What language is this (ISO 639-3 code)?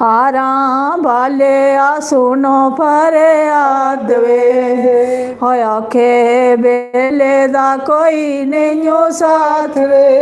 doi